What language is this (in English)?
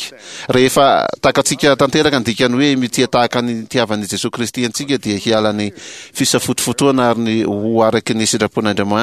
Malagasy